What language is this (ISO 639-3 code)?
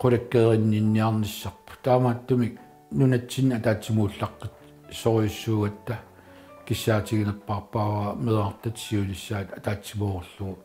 kal